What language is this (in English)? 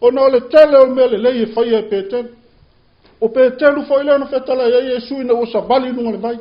Samoan